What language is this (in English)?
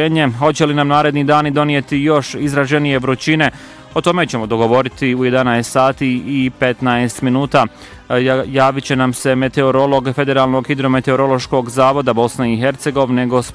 Bosnian